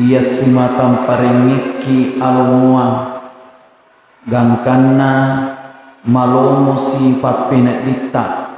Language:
Buginese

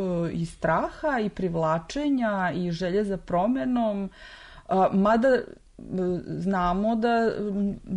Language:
Serbian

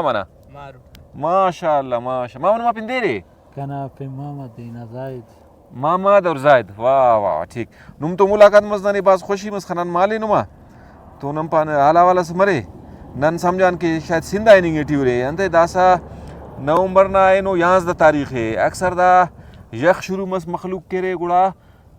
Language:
Brahui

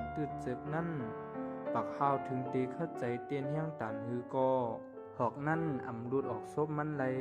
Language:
Shan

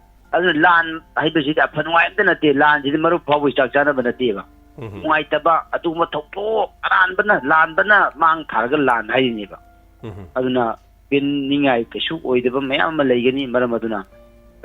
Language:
Manipuri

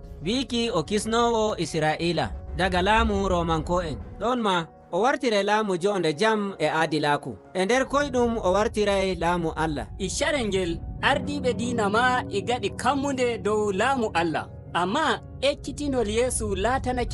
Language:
Nigerian Fulfulde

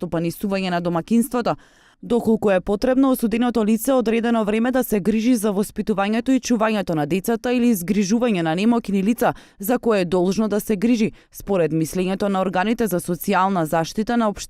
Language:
Macedonian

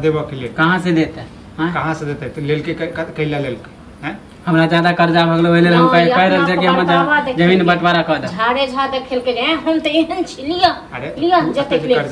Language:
Maithili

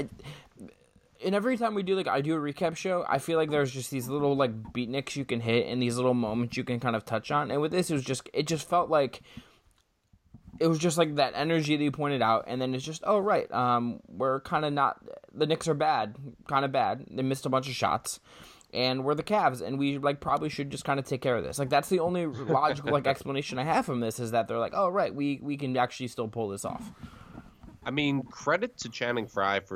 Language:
English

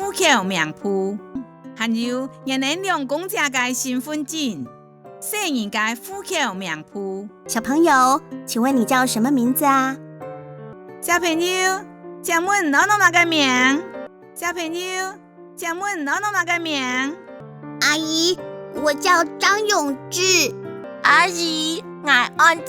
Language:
Hakka Chinese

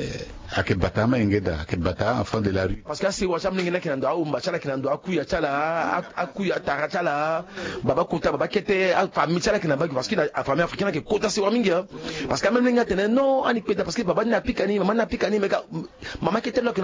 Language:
Sango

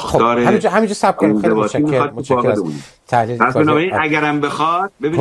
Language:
Persian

